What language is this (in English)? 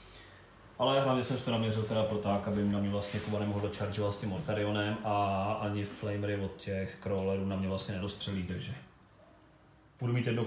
Czech